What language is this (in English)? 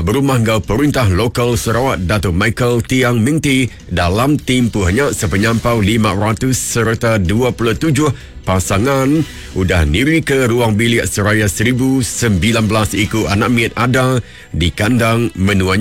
Iban